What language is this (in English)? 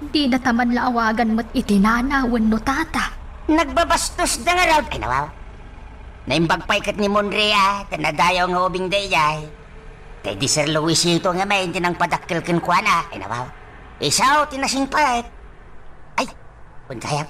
Iloko